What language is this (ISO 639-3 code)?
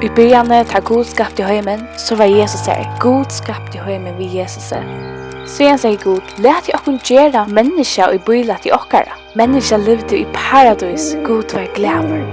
fao